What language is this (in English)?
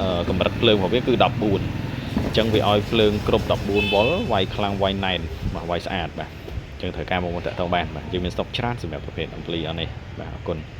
Khmer